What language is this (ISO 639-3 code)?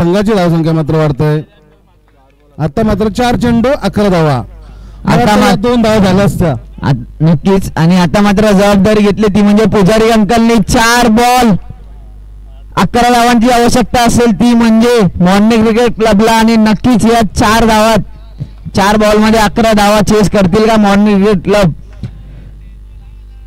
mar